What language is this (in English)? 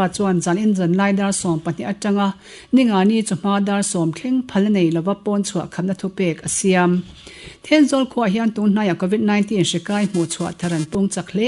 Mizo